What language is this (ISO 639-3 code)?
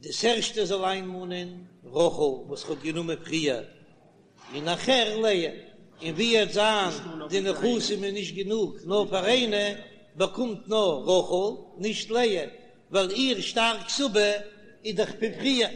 yid